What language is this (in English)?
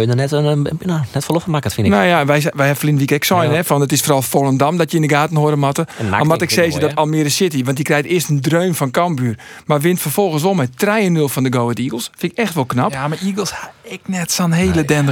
Western Frisian